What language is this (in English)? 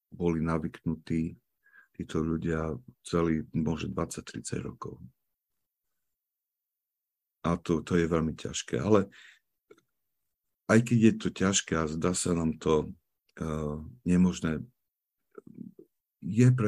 Slovak